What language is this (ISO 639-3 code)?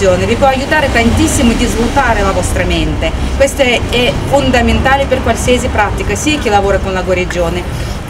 ita